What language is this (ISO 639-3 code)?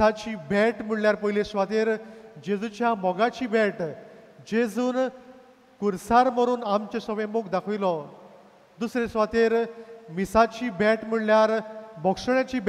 kok